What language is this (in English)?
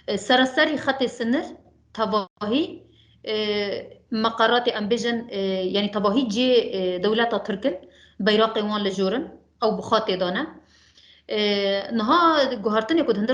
Kurdish